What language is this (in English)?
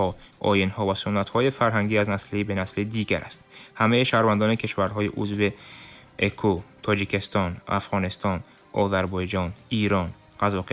Tajik